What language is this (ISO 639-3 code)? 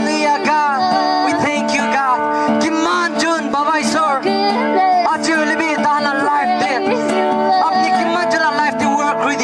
nag